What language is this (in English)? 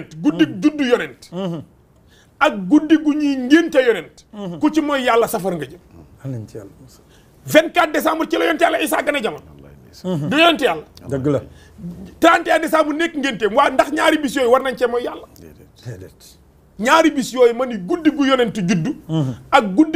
Wolof